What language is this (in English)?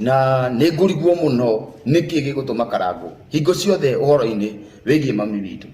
Kikuyu